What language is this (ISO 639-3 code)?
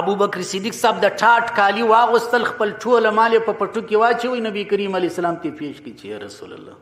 pus